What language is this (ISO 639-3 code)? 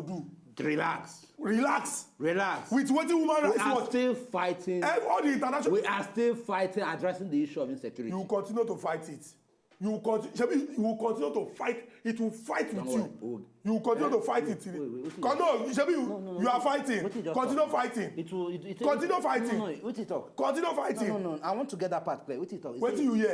pcm